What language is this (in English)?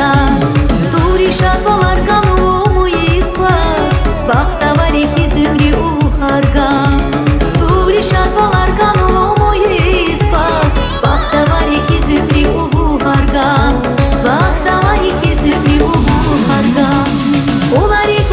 Tabassaran